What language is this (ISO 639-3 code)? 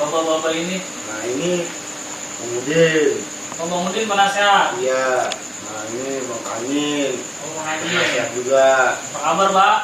bew